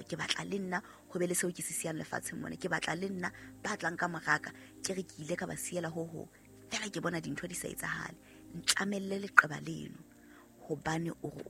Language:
Southern Sotho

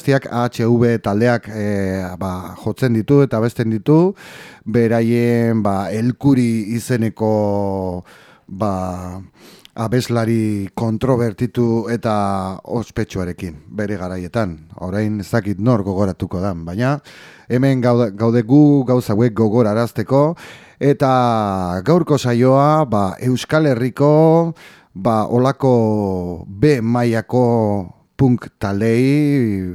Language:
Basque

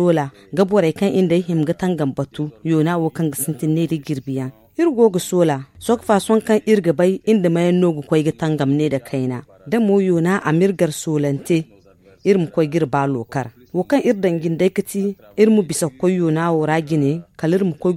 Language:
Zarma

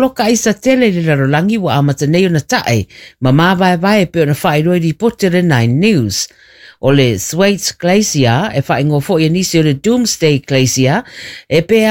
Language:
Samoan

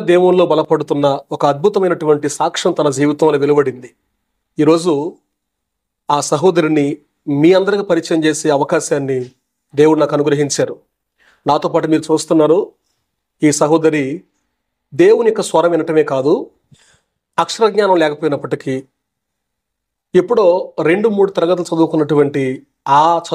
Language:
Telugu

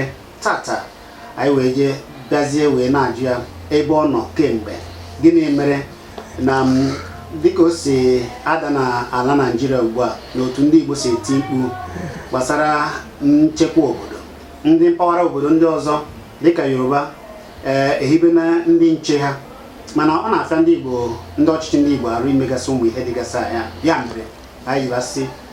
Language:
Igbo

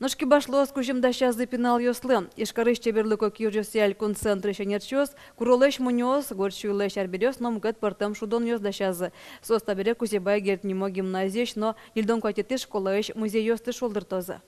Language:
Udmurt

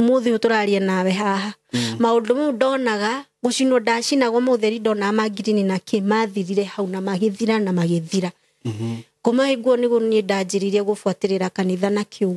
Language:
Kikuyu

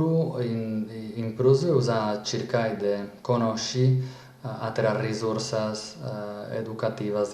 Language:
Sardinian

